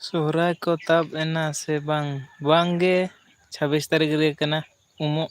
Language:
Santali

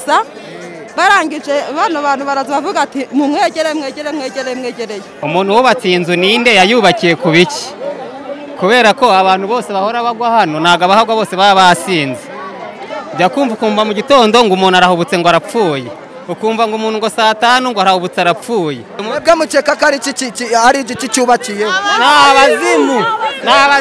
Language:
Kinyarwanda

